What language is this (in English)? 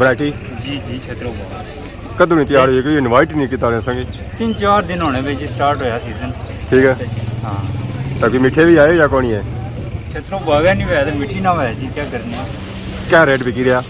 Pahari-Potwari